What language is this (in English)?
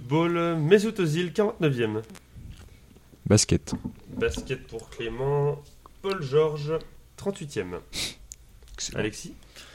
French